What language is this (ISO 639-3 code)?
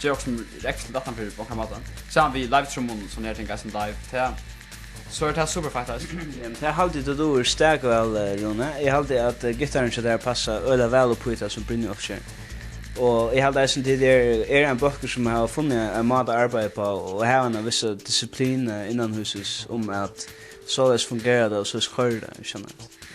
fao